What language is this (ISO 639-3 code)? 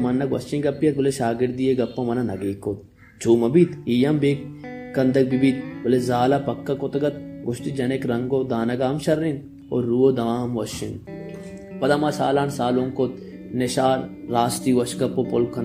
bal